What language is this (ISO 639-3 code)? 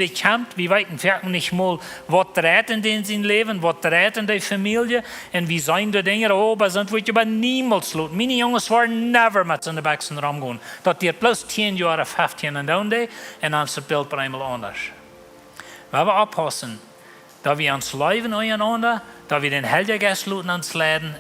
pdt